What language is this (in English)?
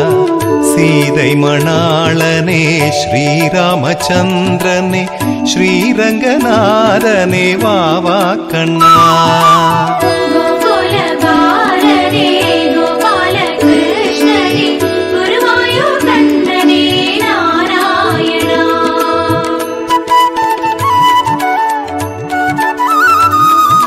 Tamil